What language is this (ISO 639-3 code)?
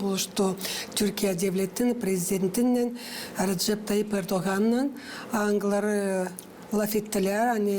gag